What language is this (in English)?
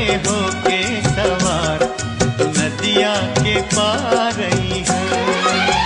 Bhojpuri